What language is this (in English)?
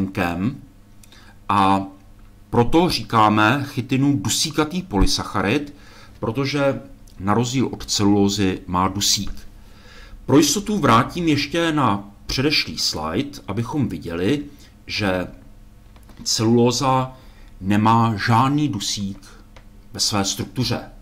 Czech